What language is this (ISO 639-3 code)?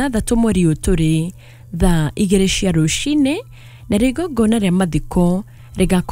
kik